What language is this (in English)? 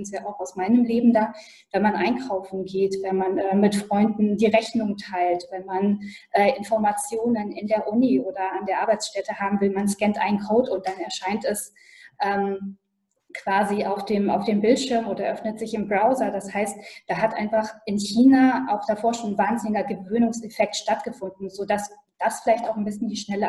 German